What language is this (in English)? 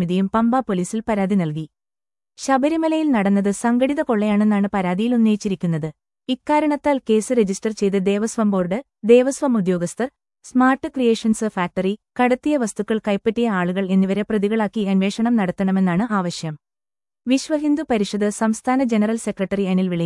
Malayalam